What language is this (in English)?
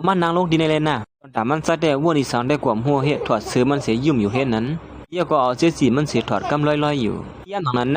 Shan